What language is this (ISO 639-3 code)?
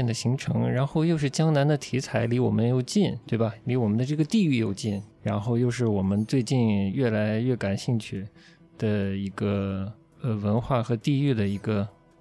zho